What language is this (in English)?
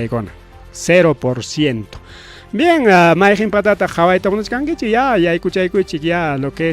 Ayacucho Quechua